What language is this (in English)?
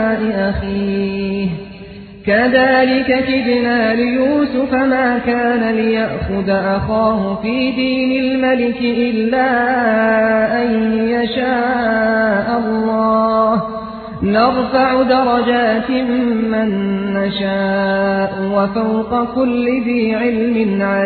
Arabic